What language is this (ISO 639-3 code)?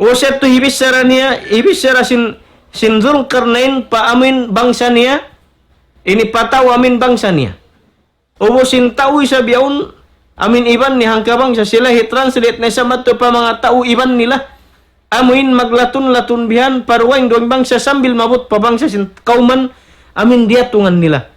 tsg